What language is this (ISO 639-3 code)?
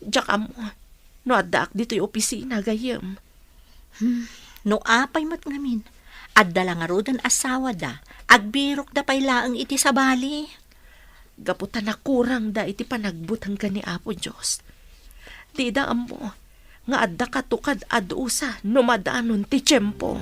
ilo